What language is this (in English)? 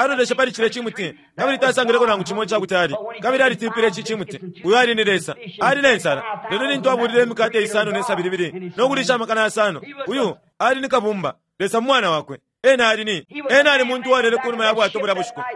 Bemba